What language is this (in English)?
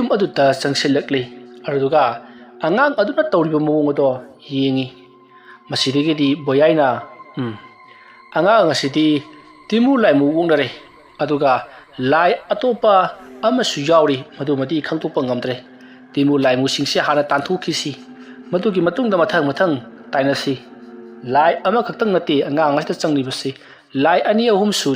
Manipuri